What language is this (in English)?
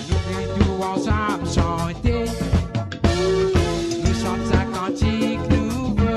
Morisyen